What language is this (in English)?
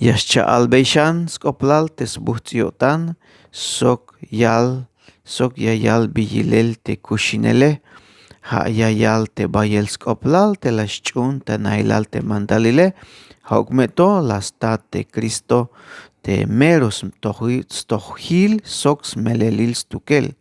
Tzeltal